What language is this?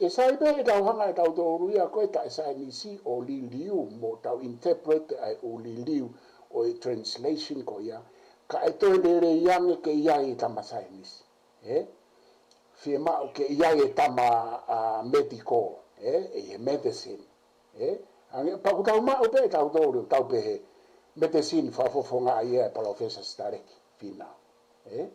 Tongan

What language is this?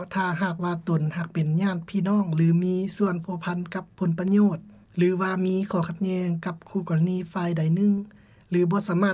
Lao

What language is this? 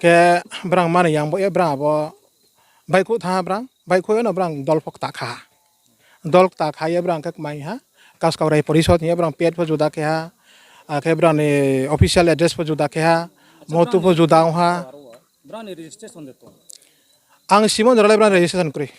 Riang (India)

